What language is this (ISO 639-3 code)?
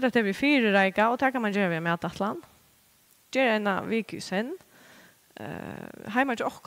fao